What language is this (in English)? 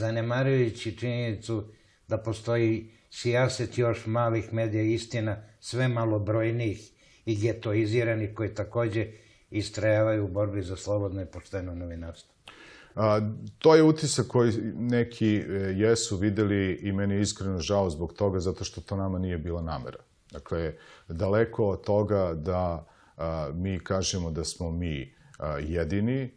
Serbian